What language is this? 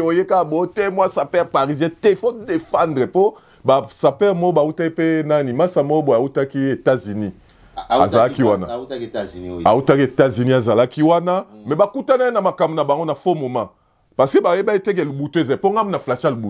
Lingala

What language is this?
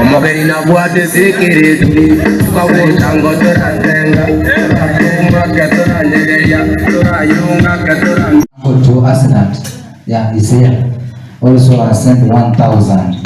Gusii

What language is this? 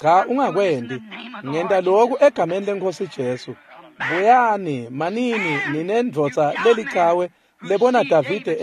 Swati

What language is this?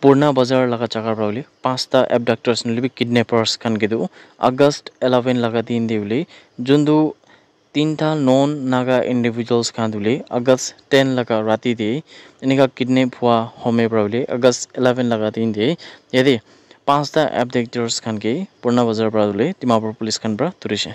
Naga Pidgin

